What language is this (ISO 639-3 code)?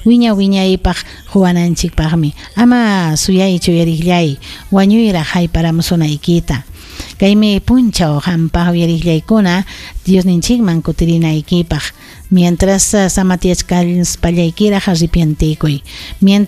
quy